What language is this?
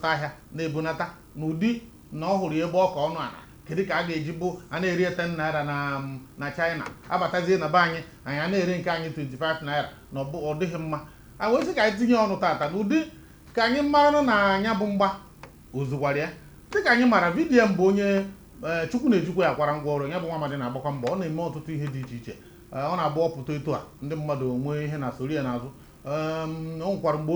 Igbo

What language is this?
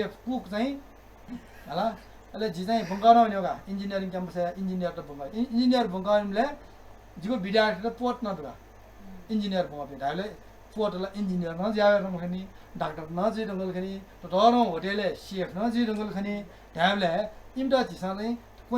Newari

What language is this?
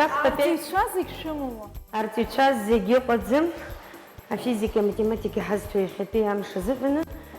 Abkhazian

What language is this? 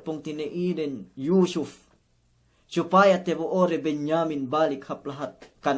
Yakan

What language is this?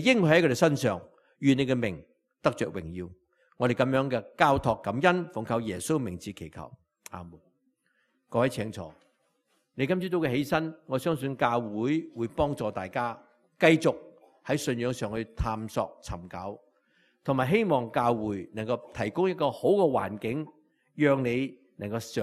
Cantonese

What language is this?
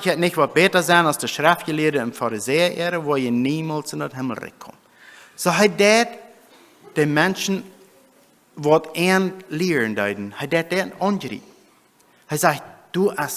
Plautdietsch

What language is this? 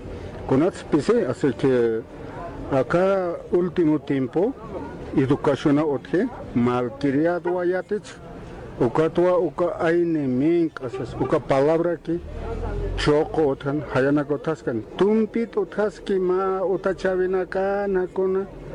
Aymara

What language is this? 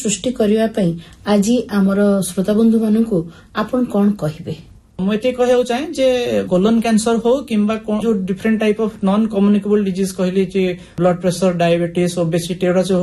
Odia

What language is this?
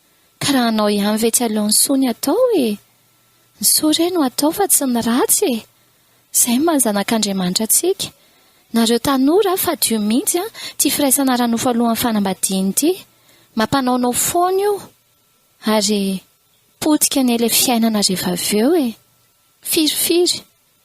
Malagasy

